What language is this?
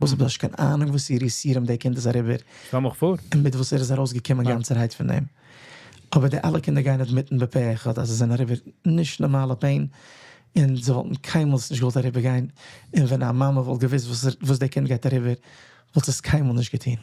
Yiddish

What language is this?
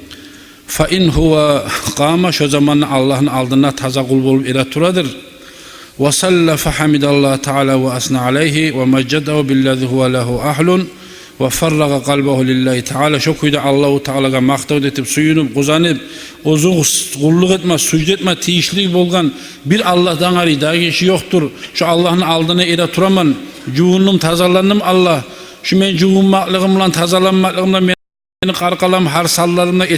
Kumyk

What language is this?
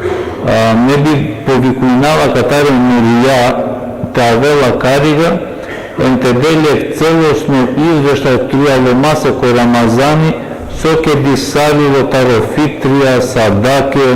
Balkan Romani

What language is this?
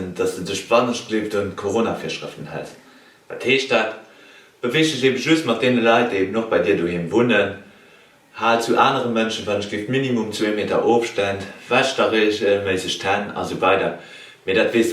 Luxembourgish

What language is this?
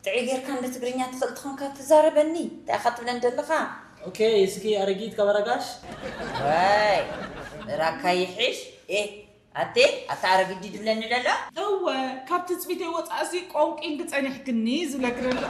Tigrinya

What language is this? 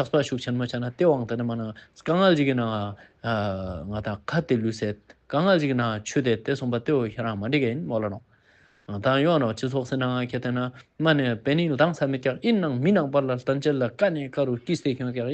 Ladakhi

